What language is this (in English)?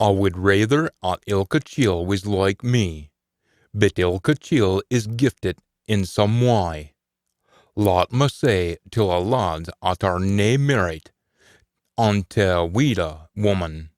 Scots